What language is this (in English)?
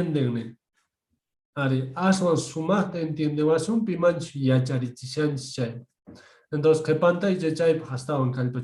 South Bolivian Quechua